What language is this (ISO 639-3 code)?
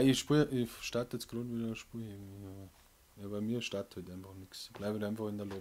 bar